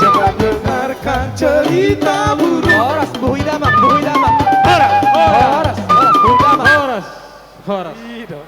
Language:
Batak Toba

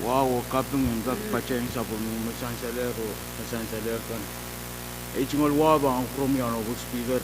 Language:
Pohnpeian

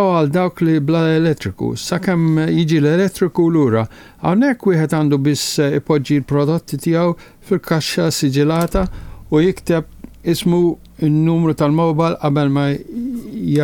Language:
Maltese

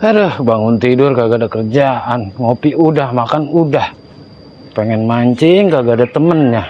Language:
Betawi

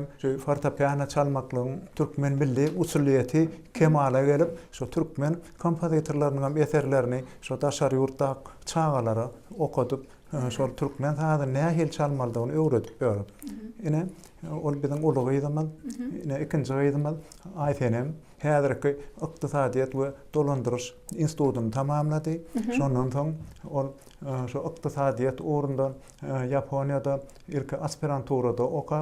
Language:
Turkmen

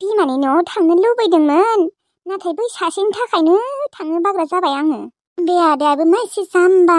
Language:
Bodo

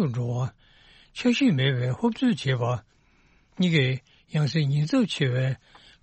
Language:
Tibetan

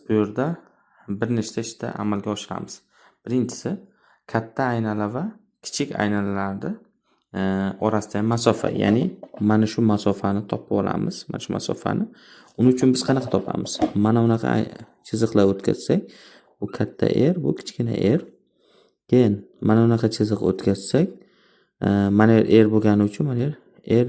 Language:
Uzbek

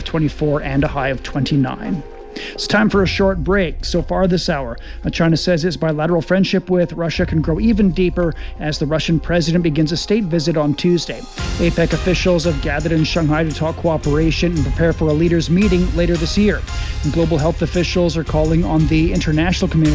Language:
English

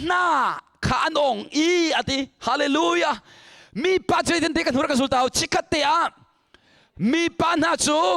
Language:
Hakha Chin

